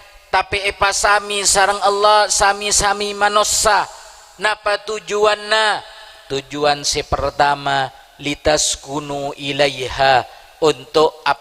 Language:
Madurese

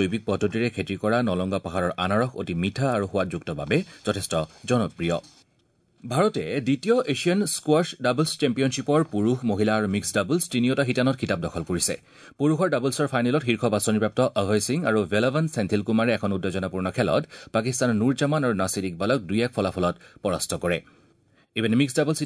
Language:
Assamese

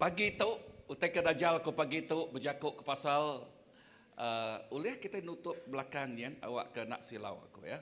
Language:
Iban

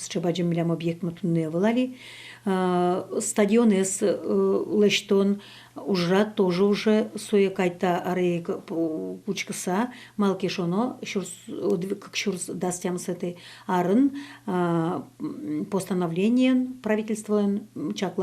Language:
Udmurt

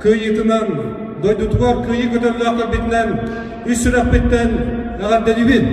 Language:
Yakut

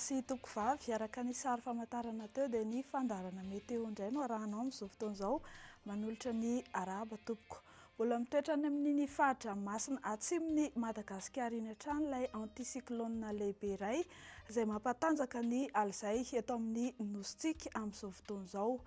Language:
Malagasy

